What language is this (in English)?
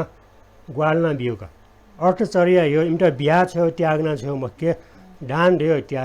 Newari